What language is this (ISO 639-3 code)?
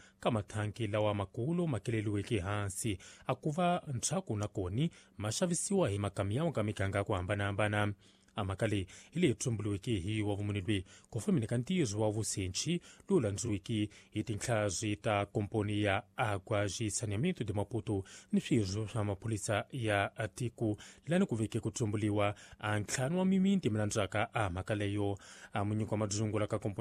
tso